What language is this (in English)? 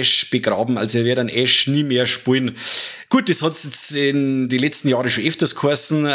Bavarian